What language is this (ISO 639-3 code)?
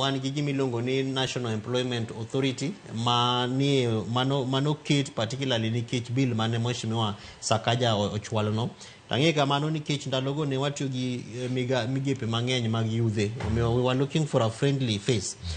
luo